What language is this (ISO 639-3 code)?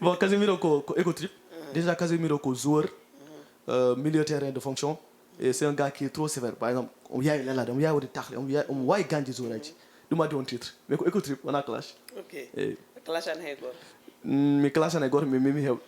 ful